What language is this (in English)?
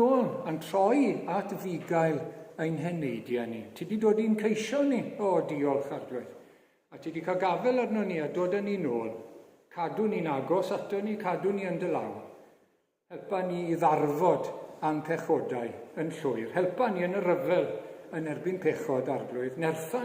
Welsh